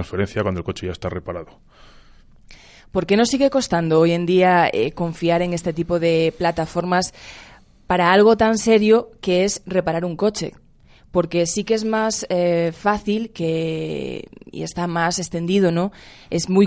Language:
Spanish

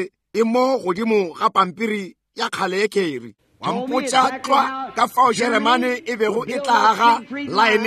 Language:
Northern Sotho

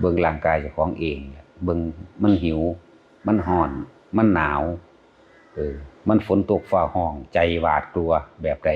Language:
Northeastern Thai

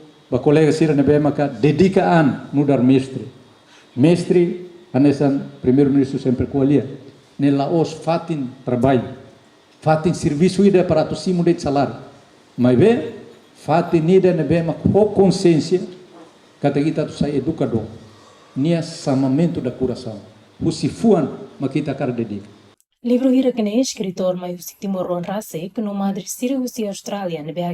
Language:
Tetum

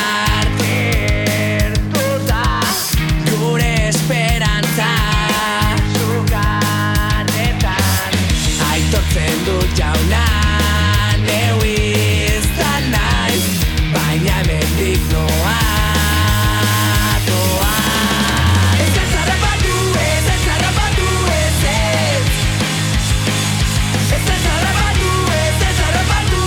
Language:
Basque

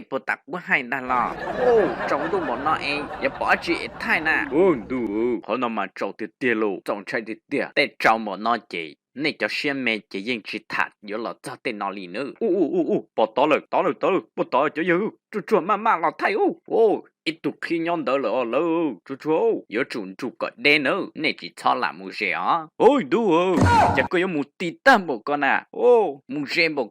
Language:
Hmong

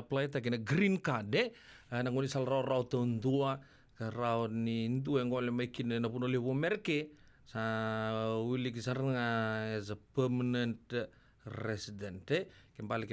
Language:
Fijian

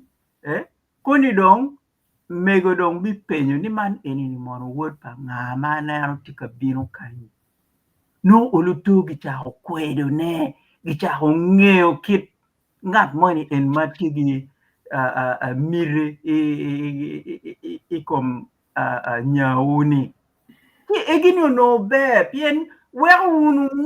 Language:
Acoli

